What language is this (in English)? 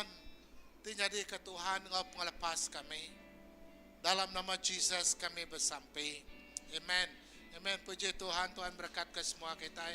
Iban